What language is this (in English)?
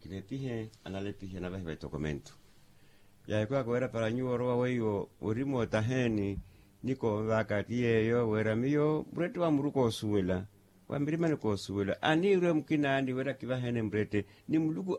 Makhuwa